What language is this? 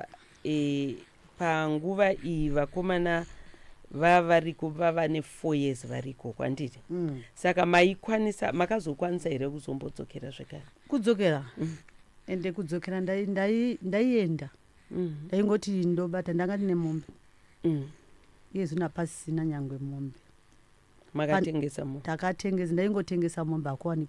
Shona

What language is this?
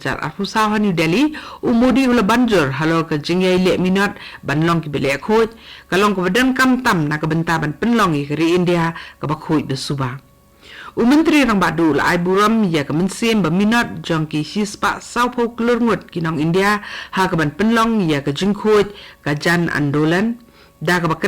Khasi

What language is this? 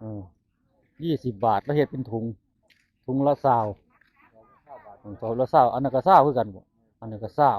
Northeastern Thai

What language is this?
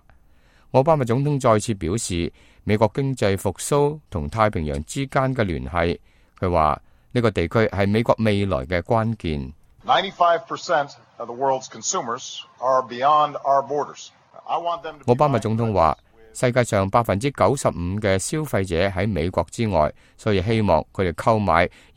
Cantonese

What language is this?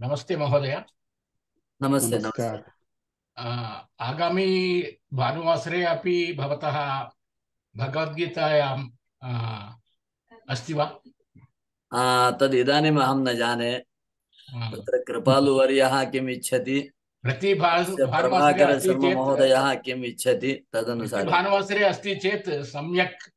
Sanskrit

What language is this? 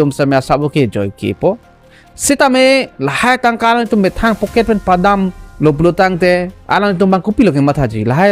Karbi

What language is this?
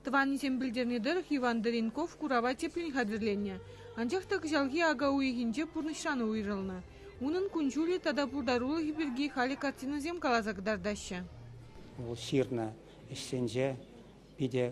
Chuvash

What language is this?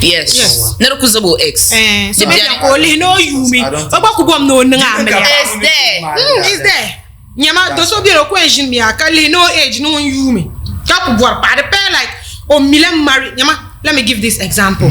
Dagbani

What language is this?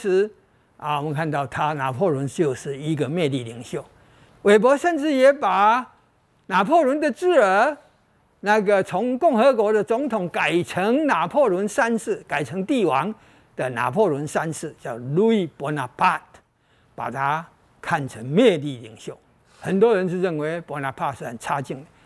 Chinese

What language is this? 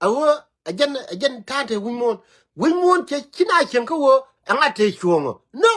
Nuer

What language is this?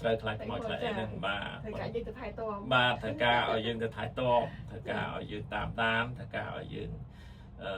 Khmer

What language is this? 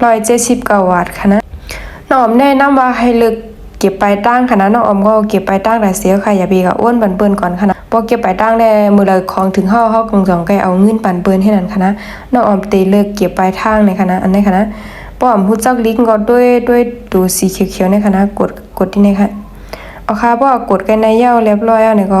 Shan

